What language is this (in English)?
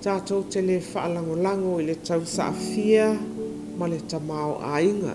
Samoan